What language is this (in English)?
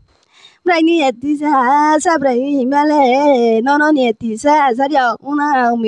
Riang (India)